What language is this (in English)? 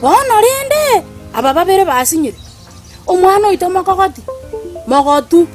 Gusii